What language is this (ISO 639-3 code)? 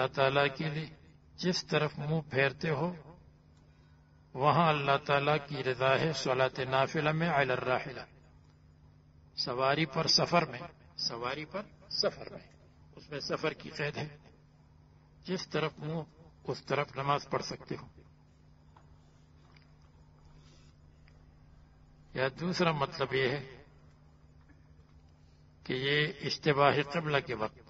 urd